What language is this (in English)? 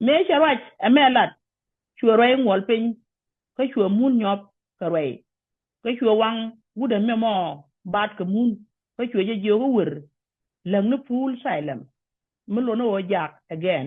Nuer